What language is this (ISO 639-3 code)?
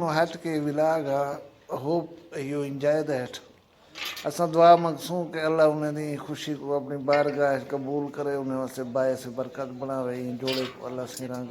skr